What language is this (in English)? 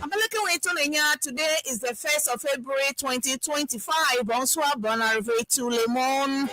Ewe